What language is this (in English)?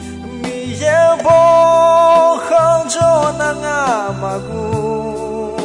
Akha